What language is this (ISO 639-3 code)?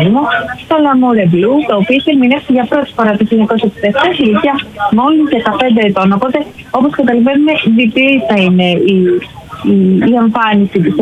ell